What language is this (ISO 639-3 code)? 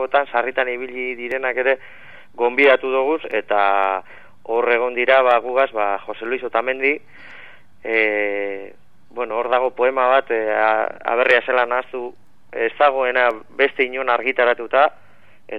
eus